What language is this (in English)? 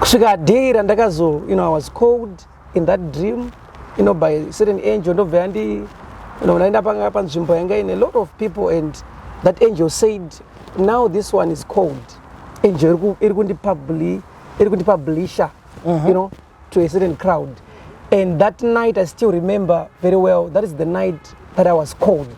Shona